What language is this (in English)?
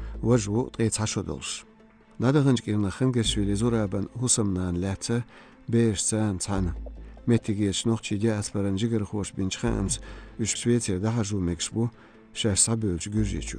Chechen